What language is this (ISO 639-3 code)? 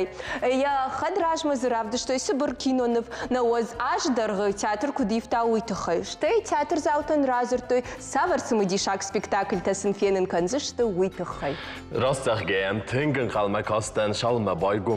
oss